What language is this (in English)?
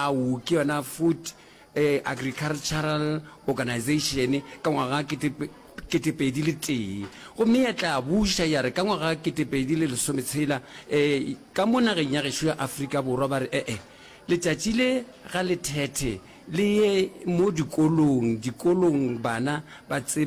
Northern Sotho